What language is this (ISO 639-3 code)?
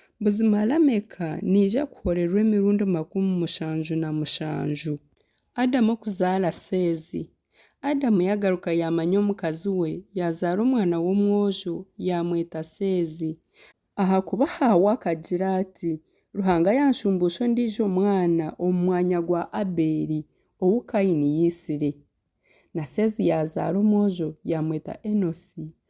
nyn